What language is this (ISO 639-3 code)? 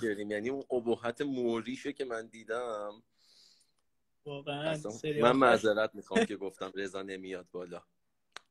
fas